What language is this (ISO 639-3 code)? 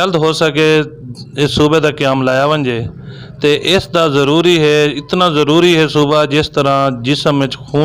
skr